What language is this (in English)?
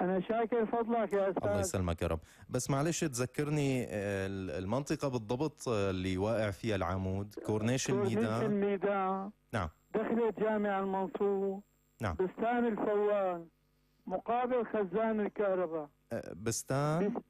North Levantine Arabic